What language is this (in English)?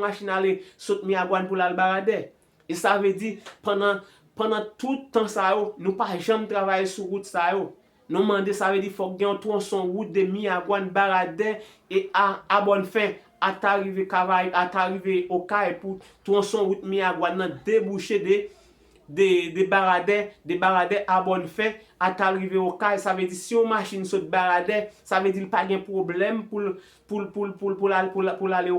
Haitian Creole